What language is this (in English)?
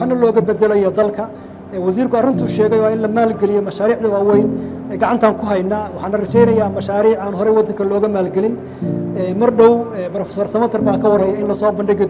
Somali